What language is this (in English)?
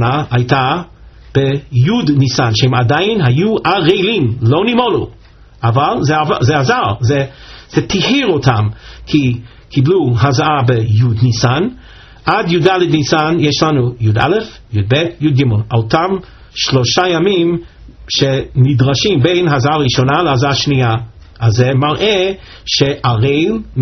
Hebrew